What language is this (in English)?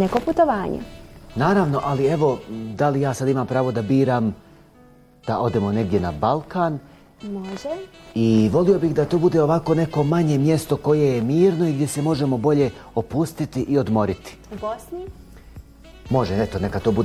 Bosnian